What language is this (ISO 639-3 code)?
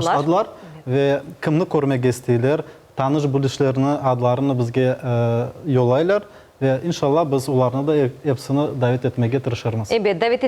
crh